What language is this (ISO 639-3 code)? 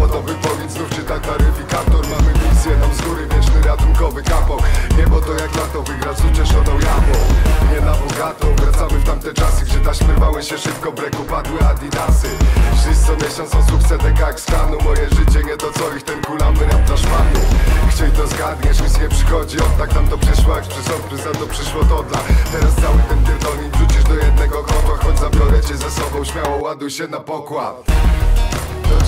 pol